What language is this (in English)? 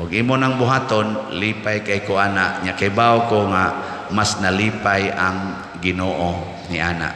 Cebuano